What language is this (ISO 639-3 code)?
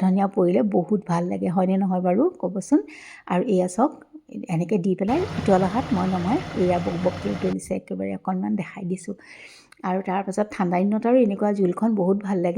asm